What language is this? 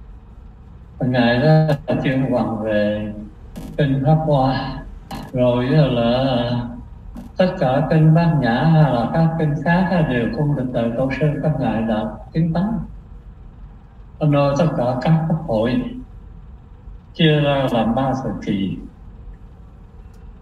Vietnamese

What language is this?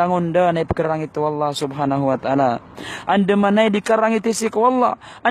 Maranao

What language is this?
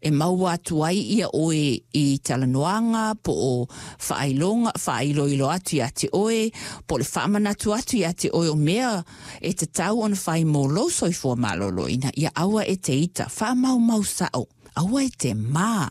Samoan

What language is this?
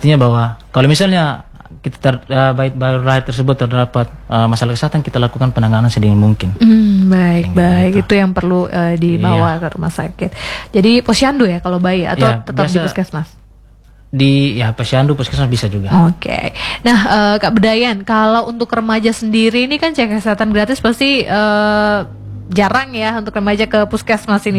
Indonesian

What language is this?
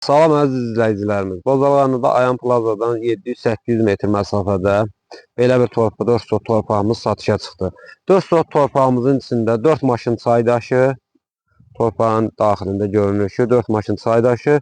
Azerbaijani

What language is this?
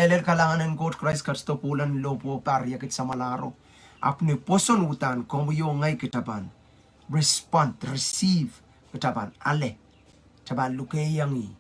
Pohnpeian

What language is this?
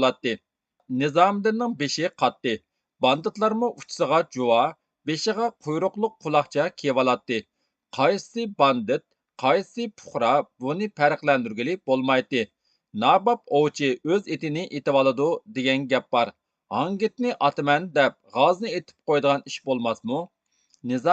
Uyghur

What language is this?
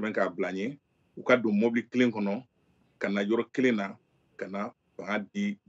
Bambara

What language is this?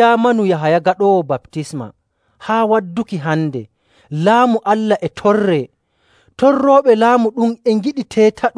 Nigerian Fulfulde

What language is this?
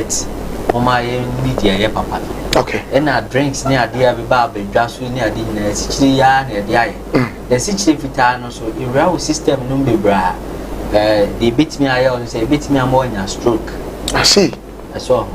Akan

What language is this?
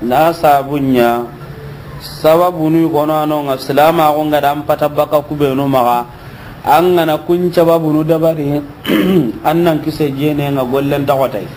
Soninke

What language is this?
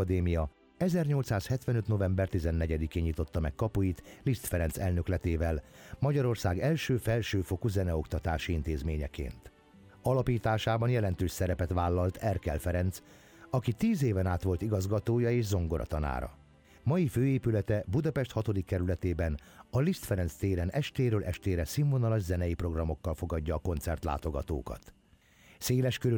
Hungarian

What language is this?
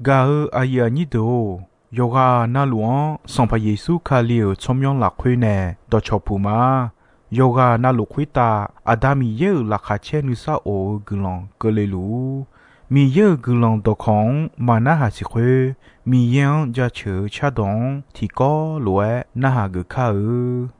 Akha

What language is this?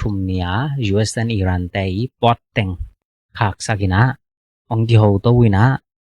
Tedim Chin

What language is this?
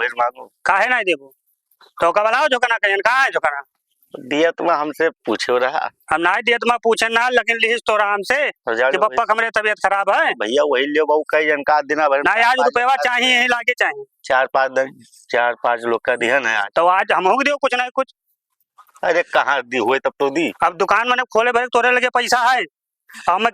Awadhi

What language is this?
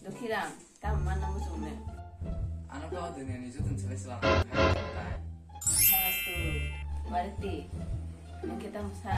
Kok Borok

